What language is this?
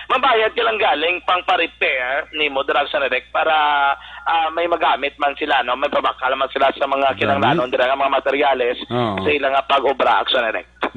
Hiligaynon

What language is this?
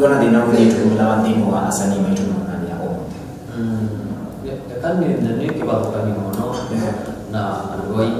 Kamba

